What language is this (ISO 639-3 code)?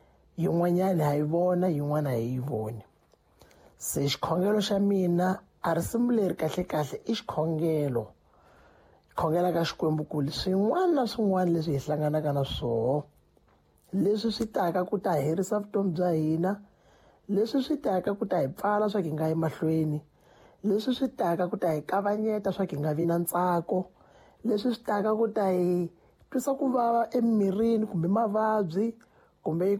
tso